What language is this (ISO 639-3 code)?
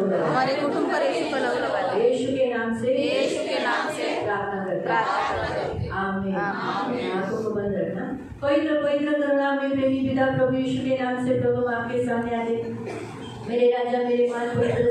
hin